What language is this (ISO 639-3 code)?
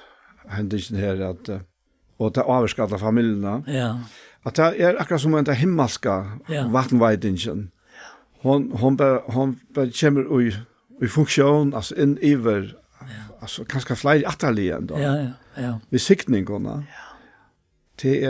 fao